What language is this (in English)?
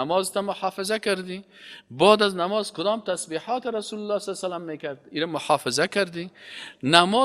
Persian